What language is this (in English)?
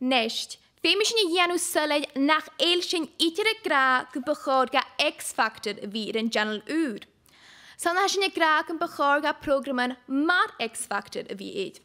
Scottish Gaelic